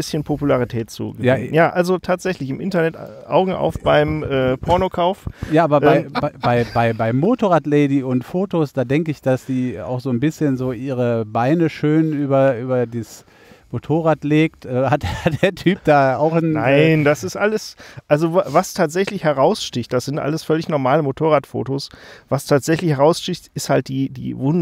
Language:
German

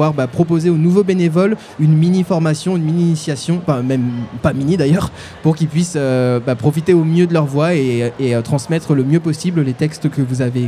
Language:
French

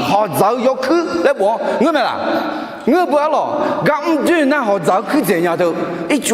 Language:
Akha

